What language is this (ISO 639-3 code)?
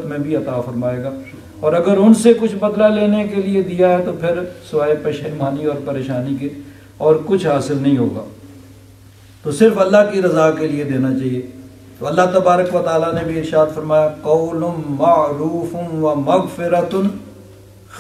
urd